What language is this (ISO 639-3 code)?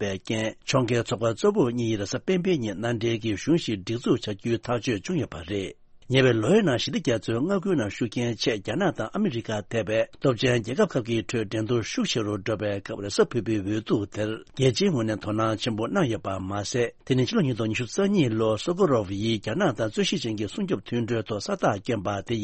bod